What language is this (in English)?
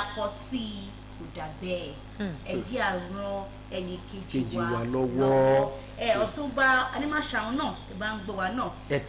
Yoruba